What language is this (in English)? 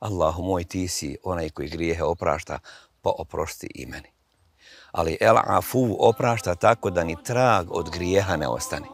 Bosnian